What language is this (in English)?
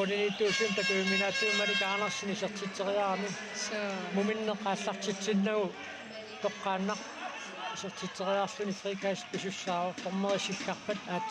Kalaallisut